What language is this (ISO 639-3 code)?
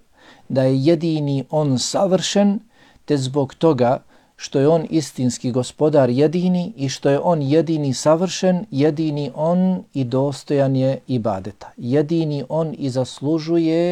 bos